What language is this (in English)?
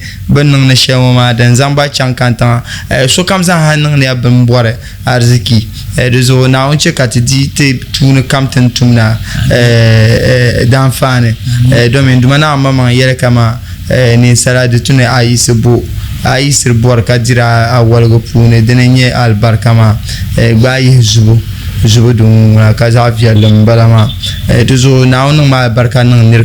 Dagbani